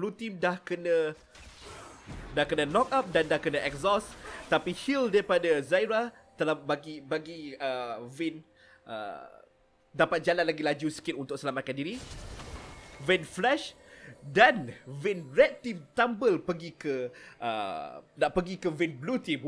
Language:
Malay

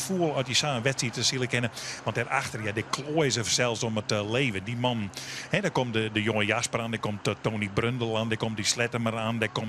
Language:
Western Frisian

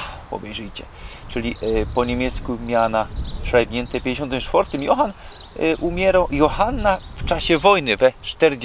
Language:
Silesian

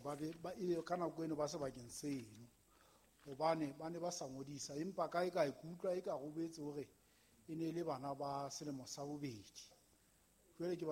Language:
Southern Sotho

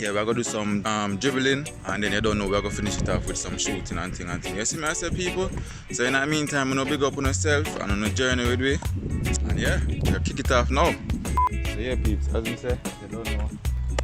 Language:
Jamaican Creole English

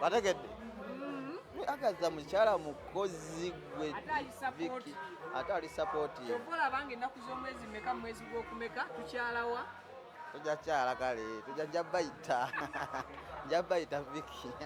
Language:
Ganda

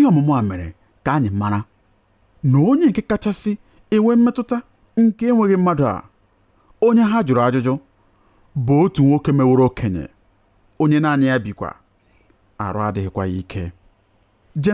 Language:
Igbo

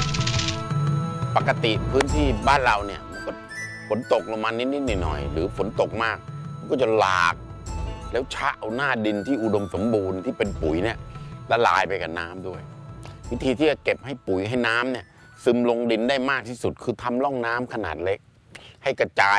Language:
Thai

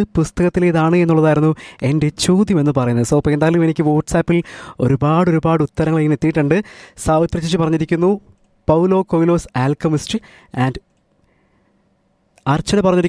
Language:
Malayalam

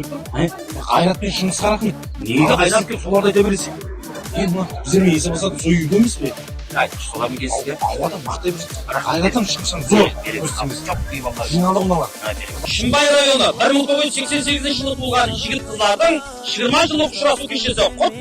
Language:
Kara-Kalpak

